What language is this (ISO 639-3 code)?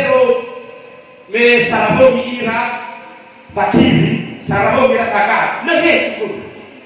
nia